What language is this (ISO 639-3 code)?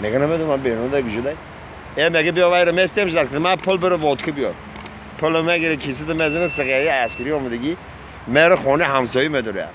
tgk